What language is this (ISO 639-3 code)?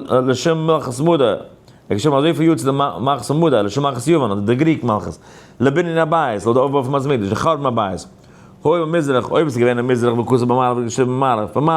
yid